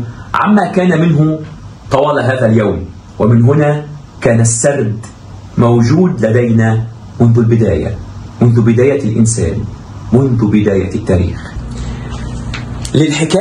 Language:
Arabic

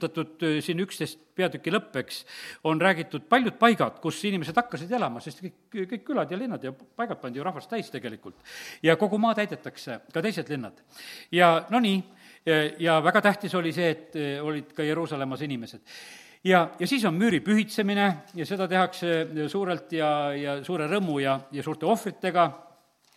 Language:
Estonian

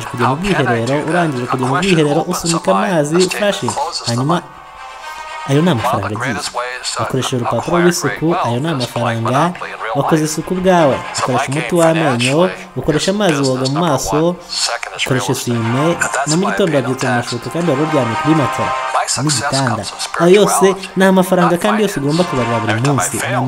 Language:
Kinyarwanda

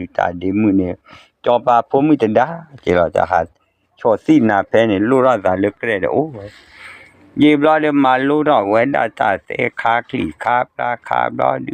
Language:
S'gaw Karen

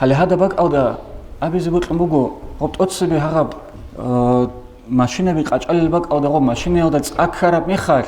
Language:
Avaric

